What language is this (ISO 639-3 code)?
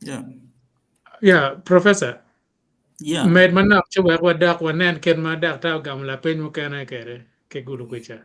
ach